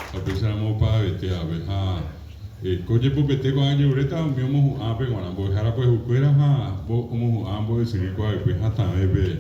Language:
Guarani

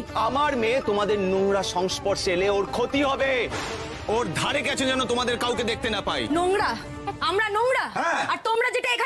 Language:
Bangla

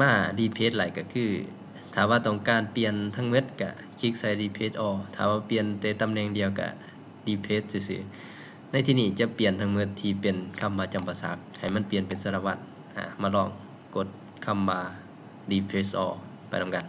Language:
Lao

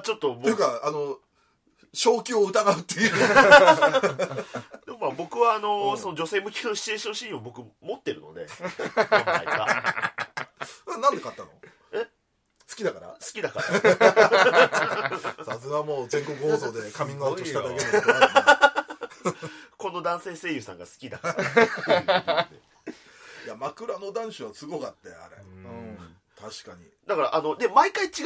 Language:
Japanese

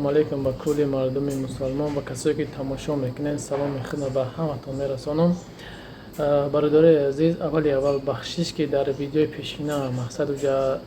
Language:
Tajik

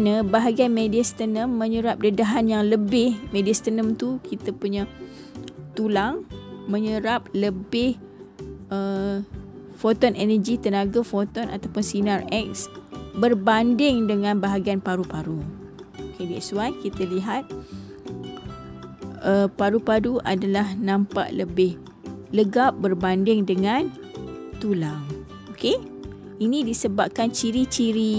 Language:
Malay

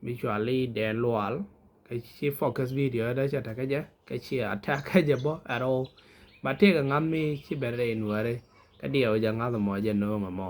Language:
Nuer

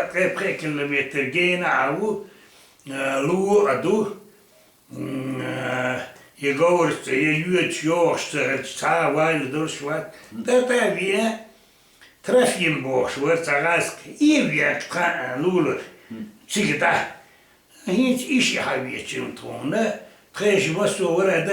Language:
Chechen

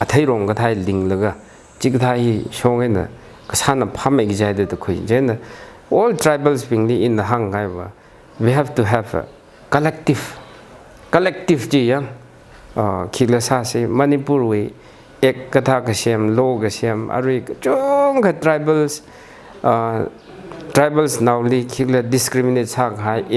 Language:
Tangkhul Naga (India)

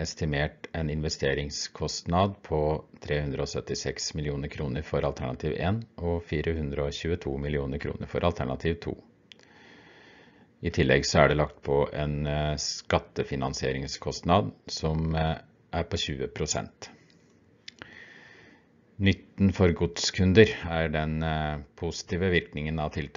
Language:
Norwegian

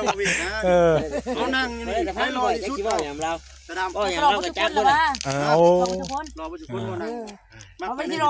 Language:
Northeastern Thai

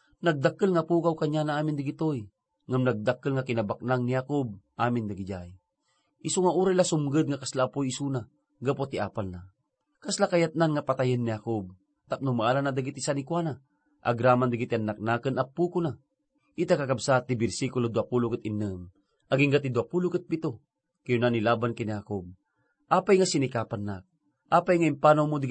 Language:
Iloko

